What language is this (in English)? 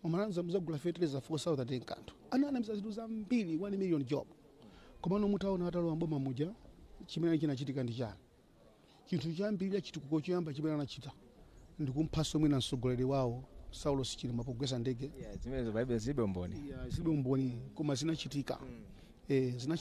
Nyanja